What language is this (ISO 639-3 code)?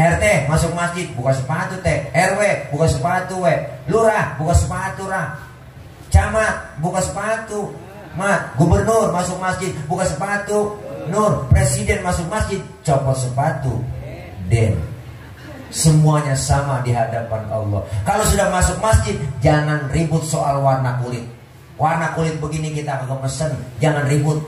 bew